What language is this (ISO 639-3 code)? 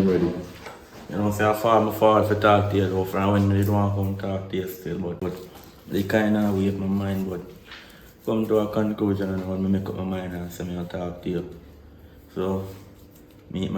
jam